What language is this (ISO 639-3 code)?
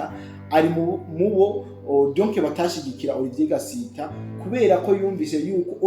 run